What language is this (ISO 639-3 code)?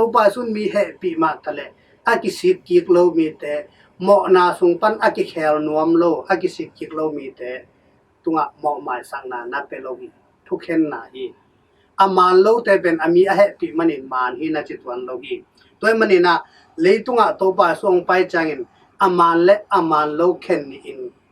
ctd